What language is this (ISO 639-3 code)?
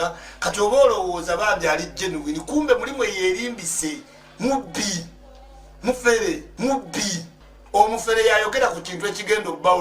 lug